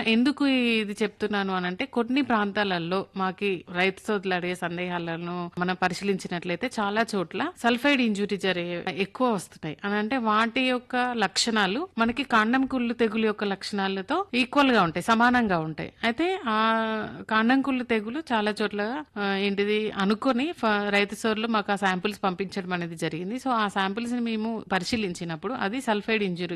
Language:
Telugu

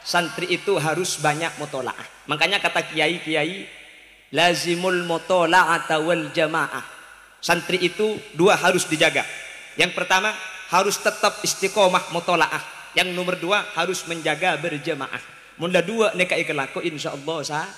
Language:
Madurese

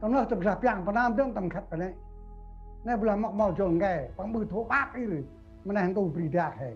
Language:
Central Mnong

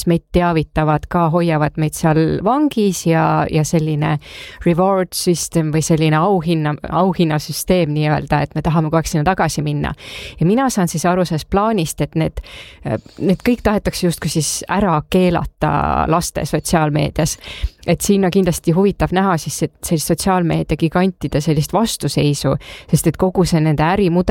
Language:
Estonian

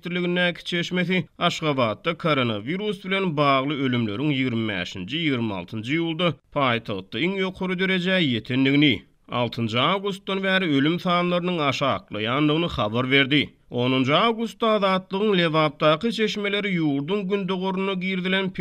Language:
Turkmen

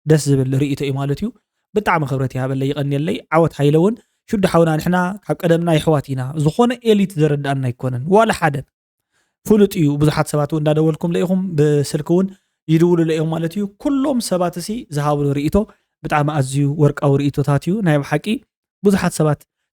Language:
Tigrinya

